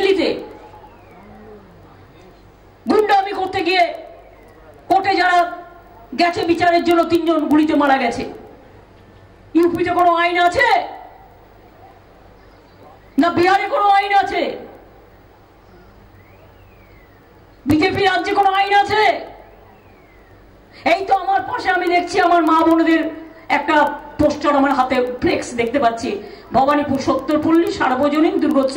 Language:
Bangla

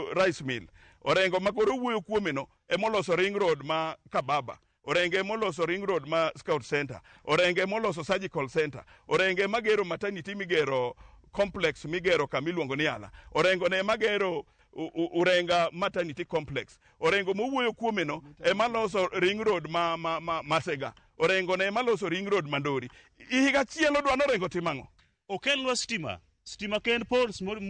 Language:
Luo (Kenya and Tanzania)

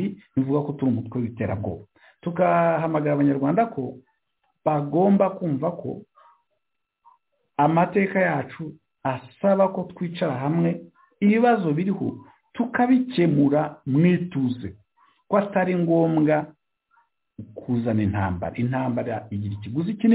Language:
Kinyarwanda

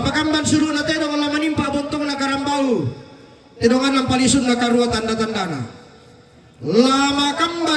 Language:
Toraja-Sa'dan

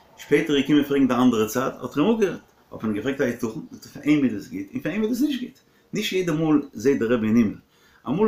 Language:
Yiddish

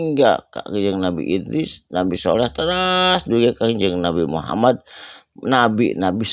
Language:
Sundanese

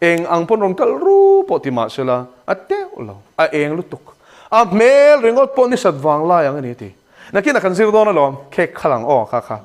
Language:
Mizo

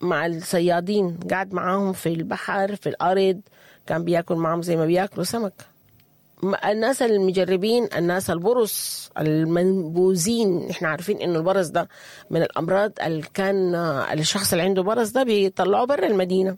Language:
Sudanese Arabic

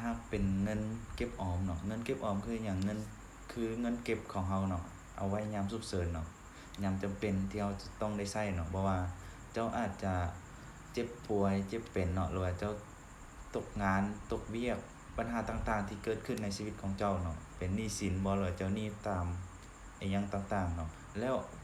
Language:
Lao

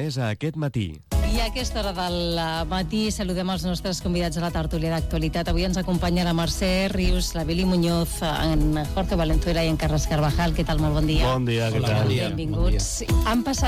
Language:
Catalan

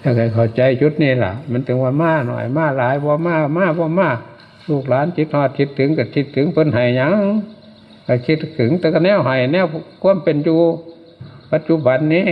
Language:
Northeastern Thai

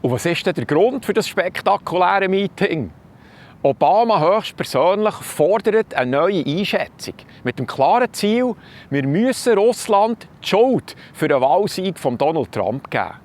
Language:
Swiss German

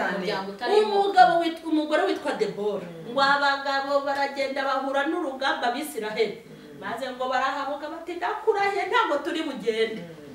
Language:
Kinyarwanda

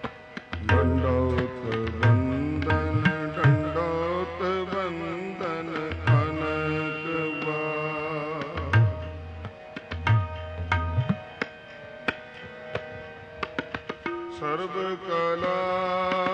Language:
Punjabi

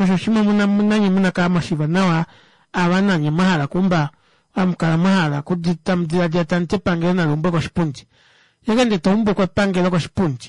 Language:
Kuanyama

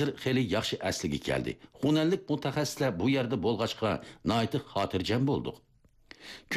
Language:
Uyghur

